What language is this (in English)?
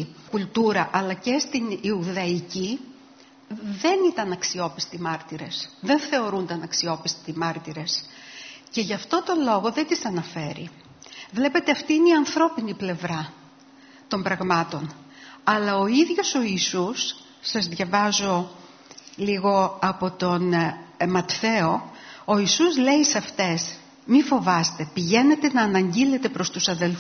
Greek